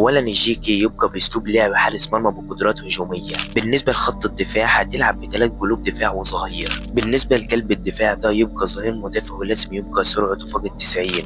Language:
Egyptian Arabic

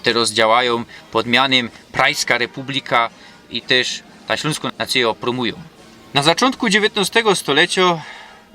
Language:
Silesian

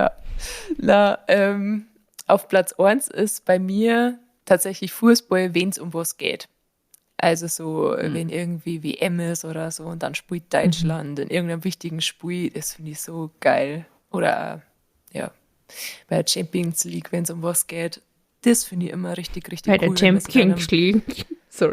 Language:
Bavarian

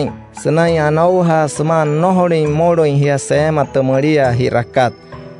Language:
Wayuu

